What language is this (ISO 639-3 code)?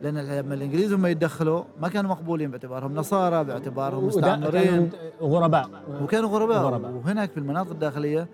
afb